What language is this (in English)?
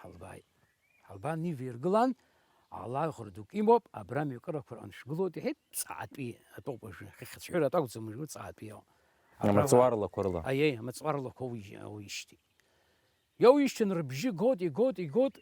Abkhazian